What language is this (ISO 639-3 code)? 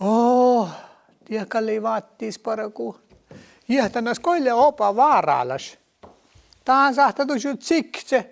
sme